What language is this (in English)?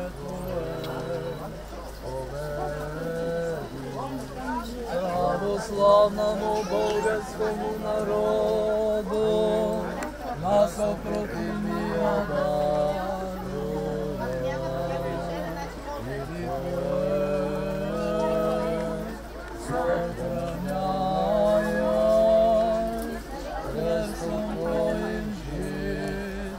Bulgarian